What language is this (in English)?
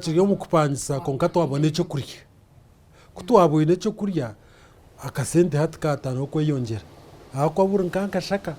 Nyankole